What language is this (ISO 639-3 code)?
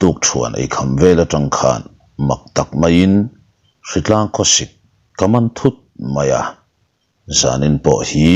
lus